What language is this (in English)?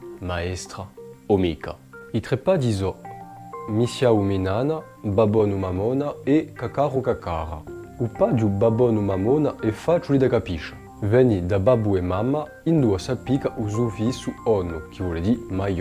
Corsican